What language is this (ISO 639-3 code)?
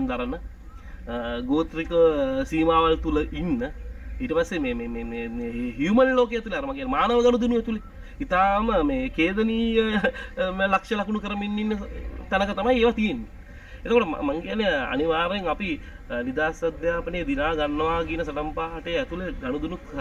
sin